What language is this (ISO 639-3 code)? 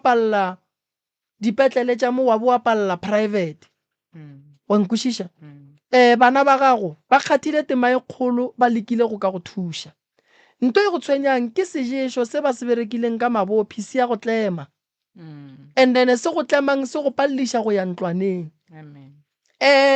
nso